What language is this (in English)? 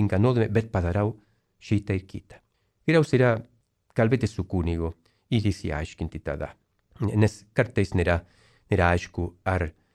Lithuanian